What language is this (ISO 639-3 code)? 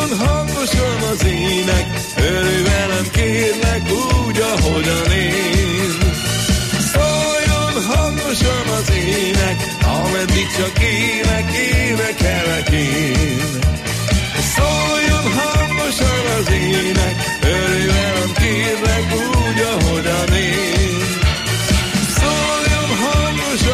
hun